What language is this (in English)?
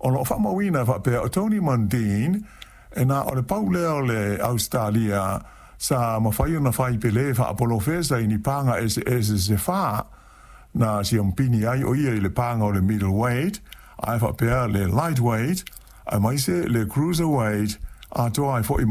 Samoan